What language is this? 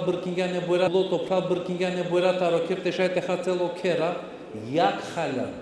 Balkan Romani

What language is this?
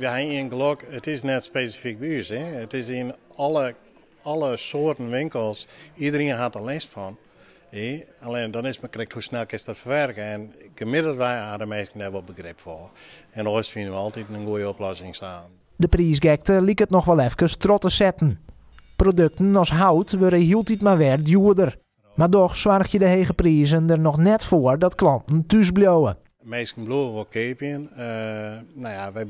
Western Frisian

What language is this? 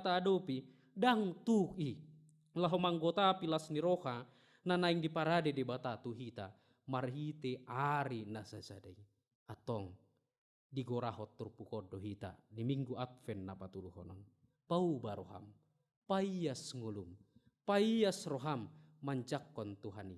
Batak Toba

